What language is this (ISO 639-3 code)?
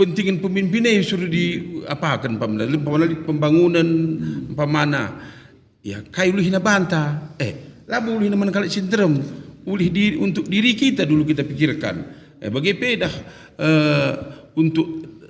btx